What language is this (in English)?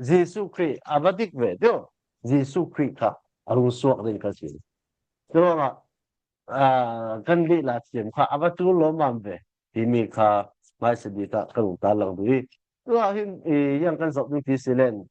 Falam Chin